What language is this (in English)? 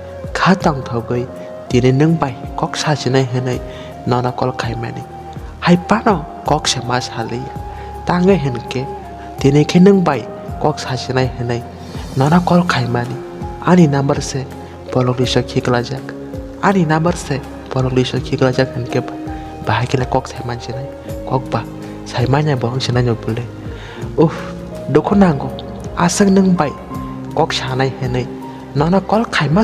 Kok Borok